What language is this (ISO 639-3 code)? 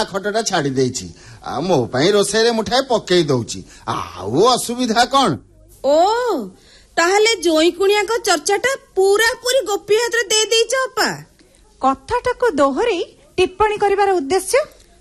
ori